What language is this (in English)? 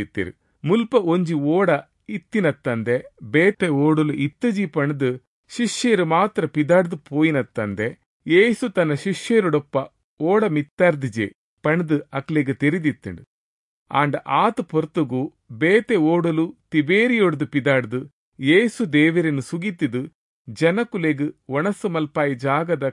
Tulu